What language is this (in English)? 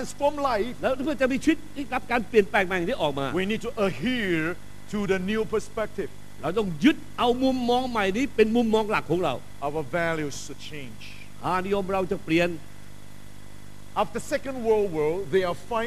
Thai